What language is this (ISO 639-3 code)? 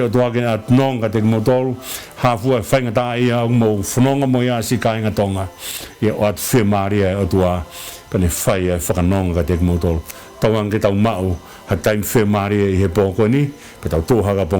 ton